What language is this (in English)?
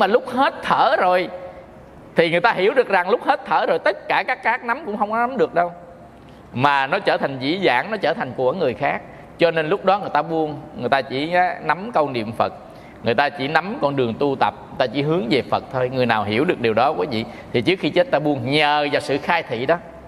Vietnamese